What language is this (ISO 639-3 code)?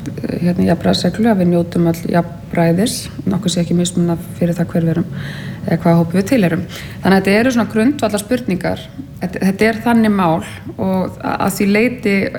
isl